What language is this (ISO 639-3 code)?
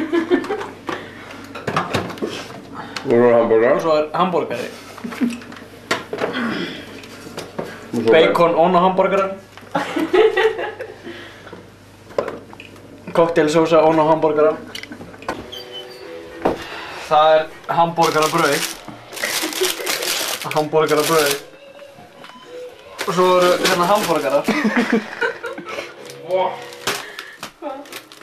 isl